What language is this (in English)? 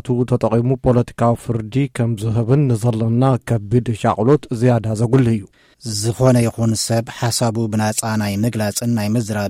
Tigrinya